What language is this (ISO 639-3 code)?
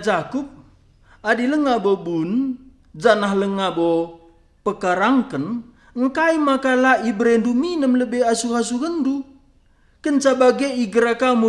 btx